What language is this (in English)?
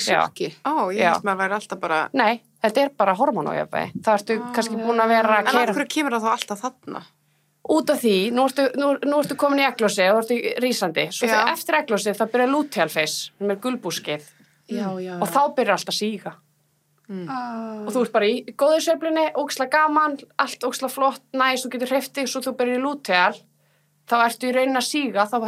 Icelandic